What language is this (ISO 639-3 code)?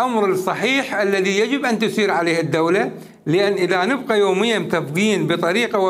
acm